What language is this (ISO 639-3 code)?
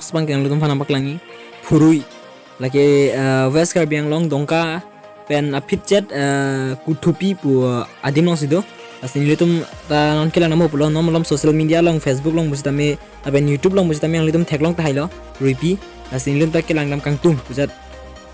mjw